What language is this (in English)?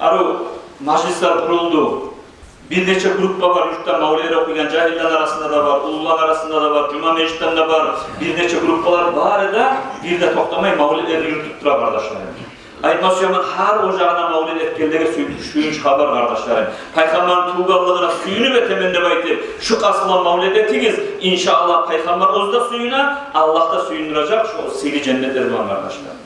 Kumyk